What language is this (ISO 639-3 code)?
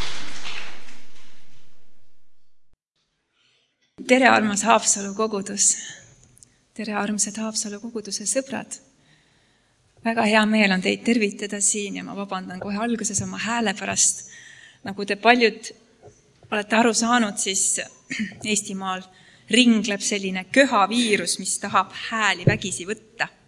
est